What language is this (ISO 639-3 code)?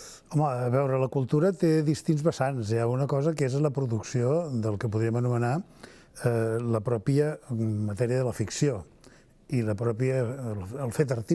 cat